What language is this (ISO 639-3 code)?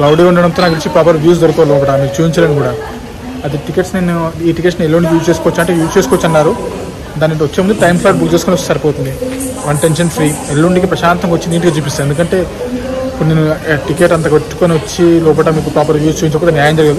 tel